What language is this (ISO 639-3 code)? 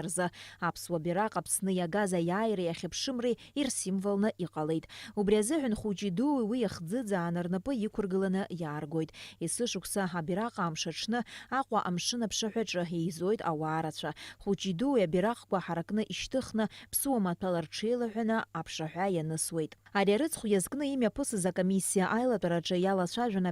abk